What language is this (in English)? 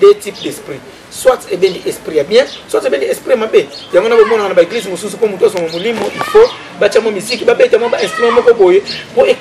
Lingala